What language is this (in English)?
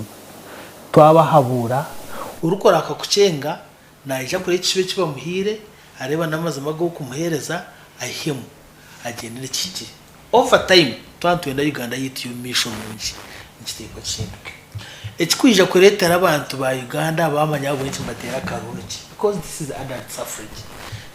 Nyankole